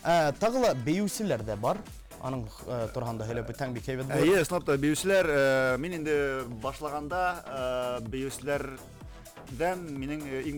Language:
Bashkir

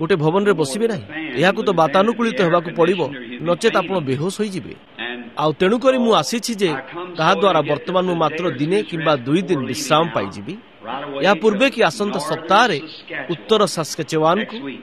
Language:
Odia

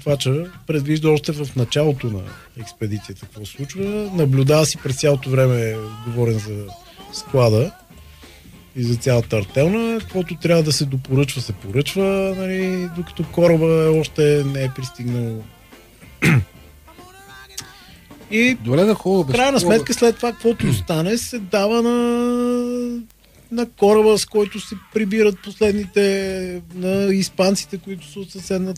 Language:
Bulgarian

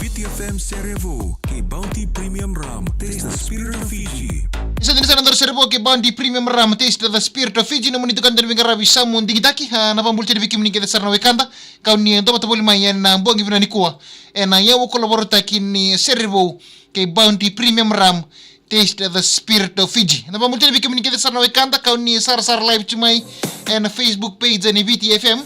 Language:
Fijian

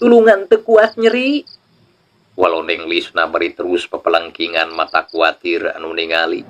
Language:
Sundanese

